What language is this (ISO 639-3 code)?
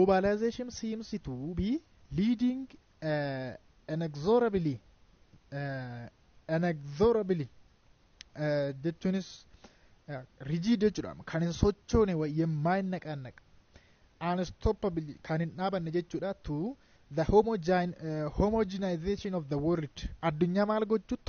orm